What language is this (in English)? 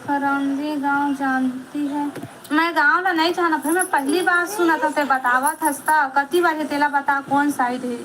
Chhattisgarhi